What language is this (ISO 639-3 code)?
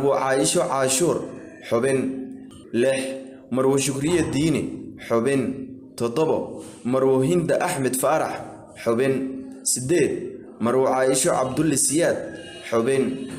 som